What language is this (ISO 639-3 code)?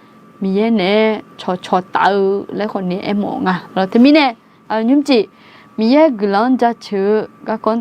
ahk